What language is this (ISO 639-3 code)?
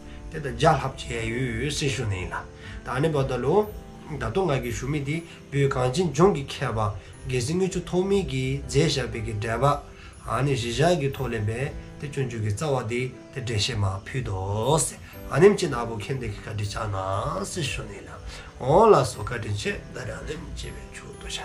dzo